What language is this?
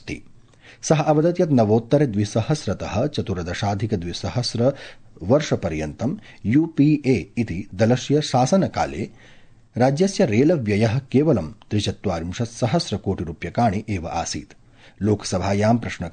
Sanskrit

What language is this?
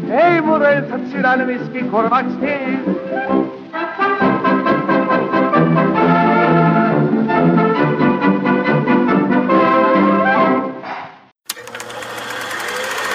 Estonian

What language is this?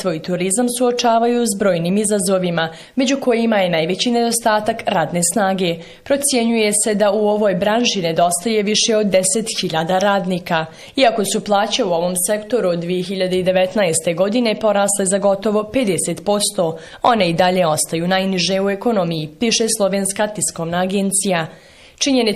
Bosnian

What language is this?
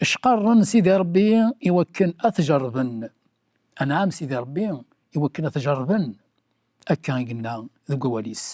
Kabyle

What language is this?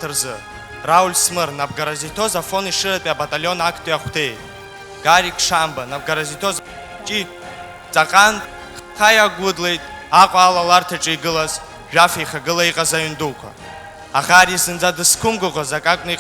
Abkhazian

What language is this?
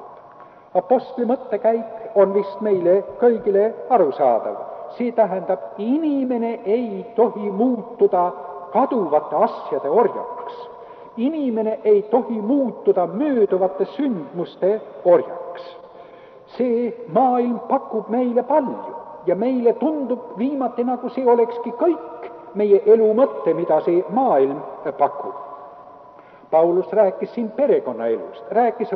Estonian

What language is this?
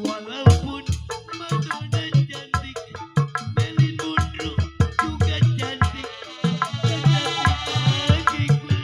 Betawi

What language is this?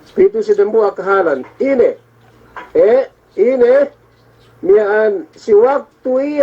Yakan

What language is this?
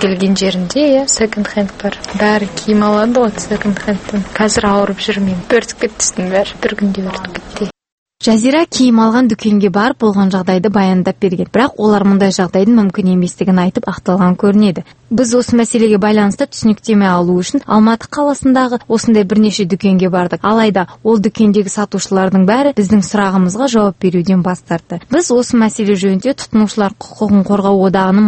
Kazakh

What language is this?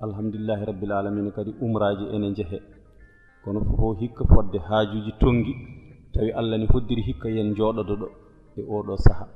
Fula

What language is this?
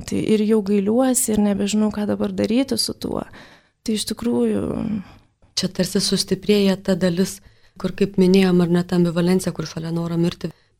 Lithuanian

